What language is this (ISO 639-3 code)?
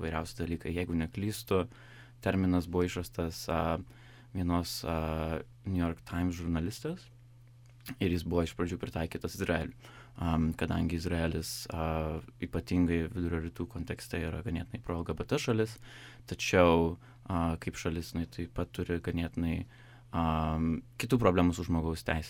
lit